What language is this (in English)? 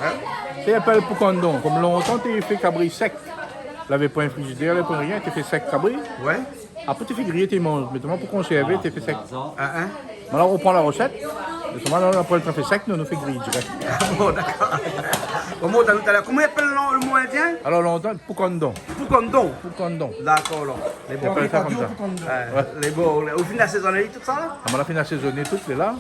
Réunion Creole French